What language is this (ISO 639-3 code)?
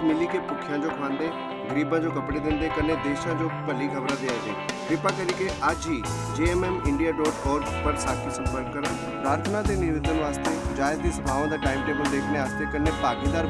doi